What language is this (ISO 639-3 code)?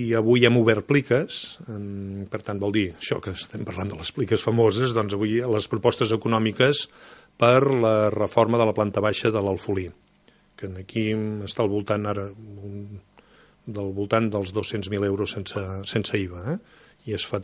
cat